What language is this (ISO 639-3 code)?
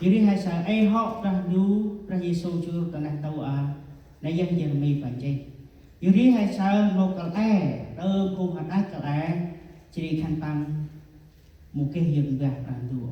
cmo